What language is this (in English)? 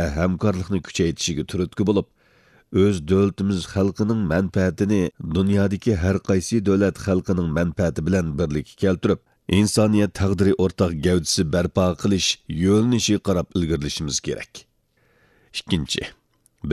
Uyghur